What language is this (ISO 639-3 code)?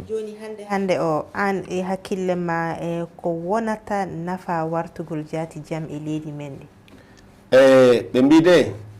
ful